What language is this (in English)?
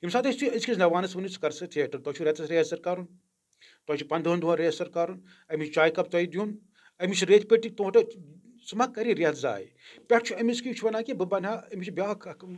Kashmiri